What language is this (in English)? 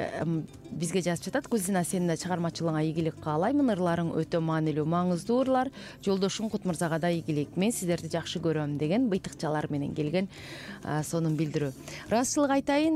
Kyrgyz